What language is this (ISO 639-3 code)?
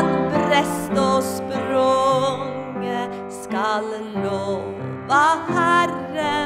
nor